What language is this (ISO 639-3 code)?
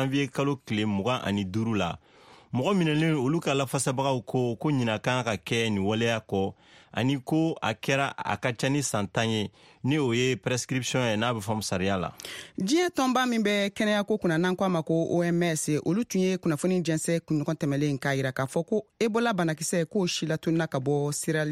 bam